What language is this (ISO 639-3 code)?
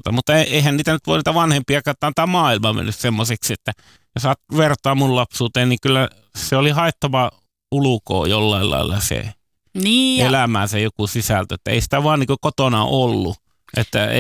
fin